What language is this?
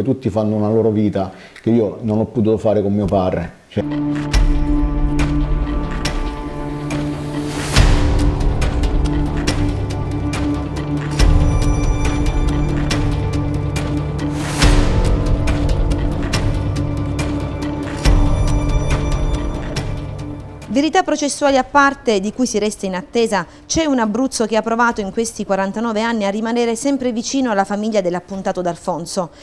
Italian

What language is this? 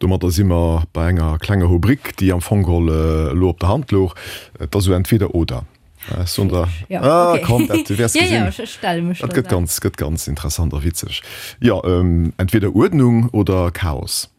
Luxembourgish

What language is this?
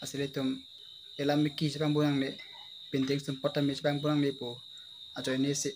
Karbi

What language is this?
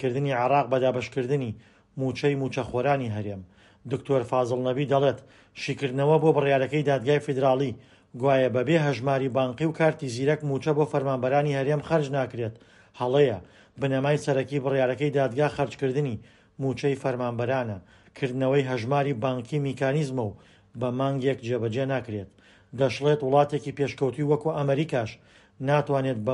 Central Kurdish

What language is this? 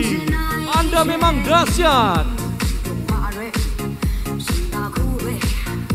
Indonesian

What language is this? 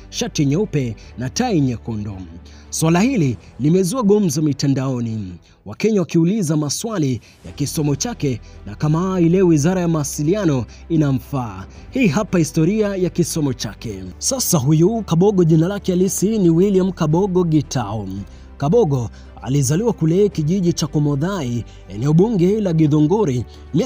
Swahili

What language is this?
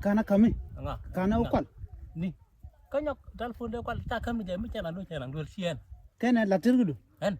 Nuer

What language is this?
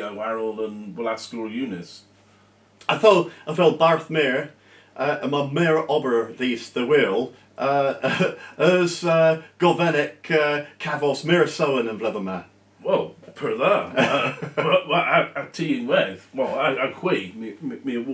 Cornish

